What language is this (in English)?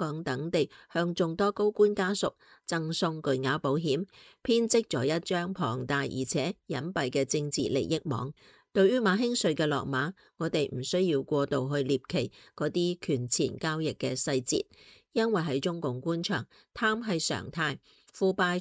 Cantonese